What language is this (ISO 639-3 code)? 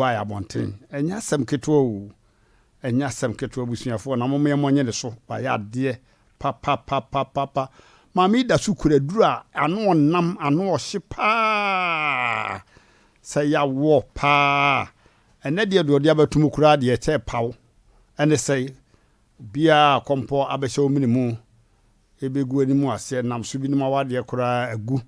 aka